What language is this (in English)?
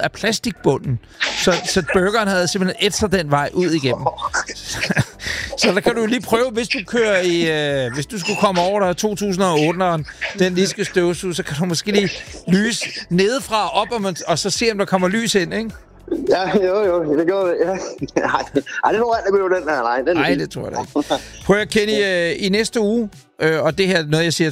Danish